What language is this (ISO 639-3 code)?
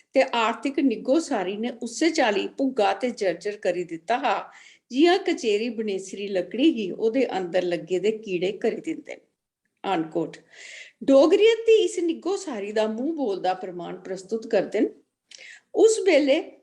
doi